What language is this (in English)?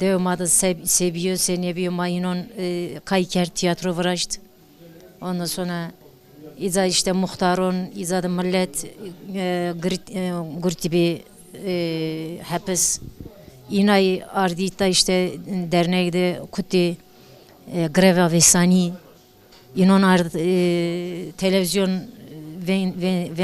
Zaza